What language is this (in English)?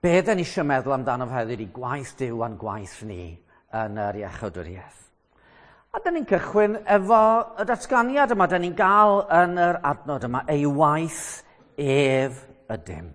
Welsh